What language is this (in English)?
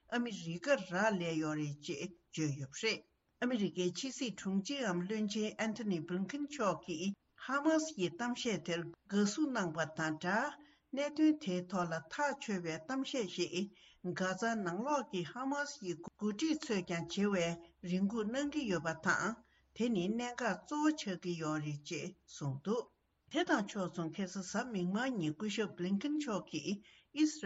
Tibetan